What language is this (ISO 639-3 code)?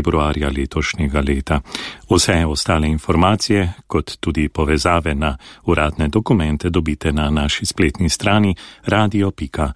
slv